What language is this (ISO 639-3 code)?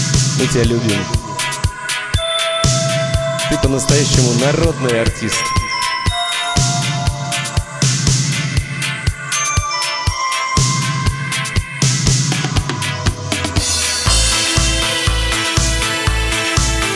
rus